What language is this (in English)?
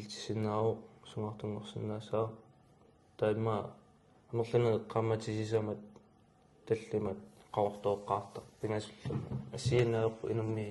Kalaallisut